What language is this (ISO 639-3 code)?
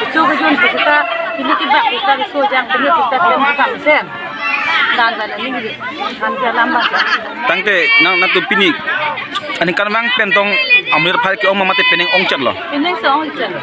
mjw